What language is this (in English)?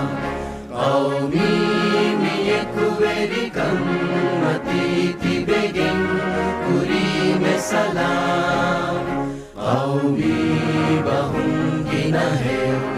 Divehi